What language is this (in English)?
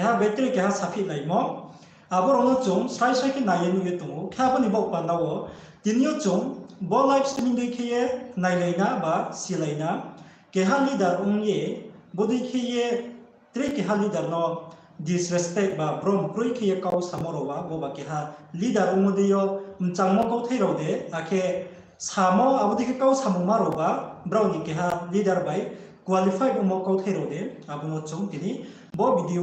Riang (India)